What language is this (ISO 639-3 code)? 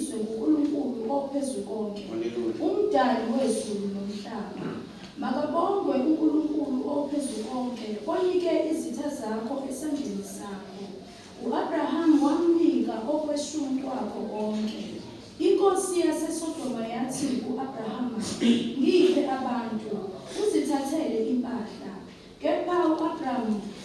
zul